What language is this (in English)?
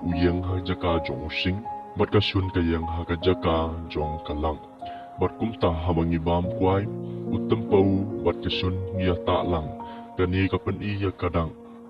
Khasi